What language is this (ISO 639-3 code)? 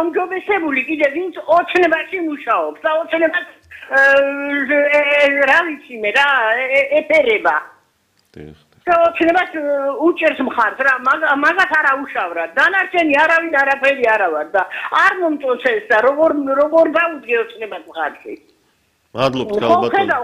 kat